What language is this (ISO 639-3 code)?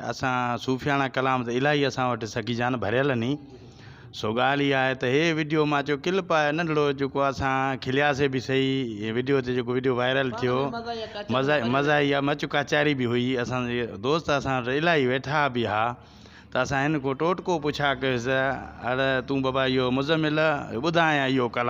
snd